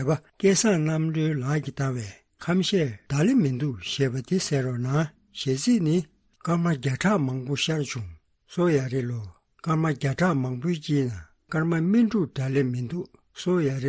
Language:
Tibetan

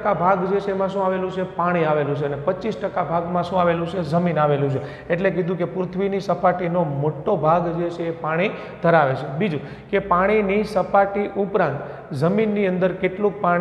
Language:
Gujarati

